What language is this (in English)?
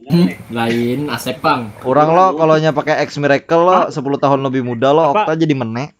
Banjar